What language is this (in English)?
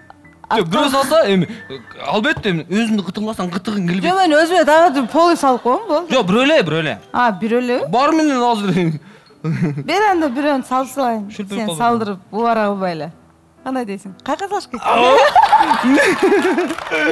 Kyrgyz